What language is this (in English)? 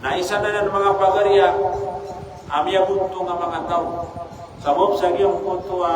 Maranao